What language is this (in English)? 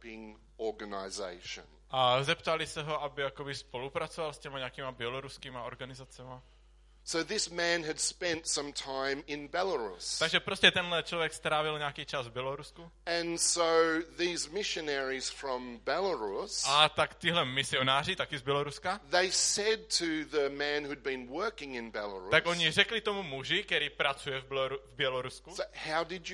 Czech